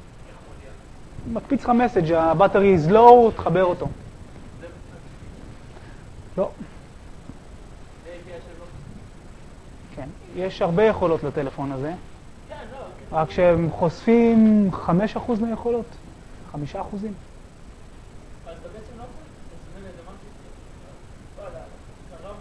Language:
Hebrew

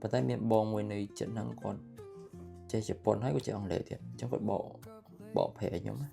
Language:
Khmer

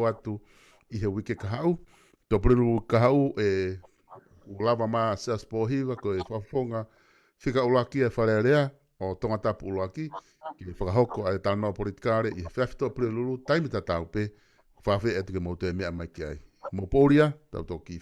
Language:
Tongan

